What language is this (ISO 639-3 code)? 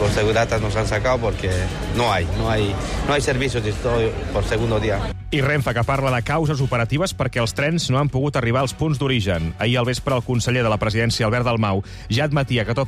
cat